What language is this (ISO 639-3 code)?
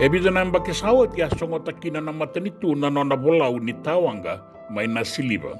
fij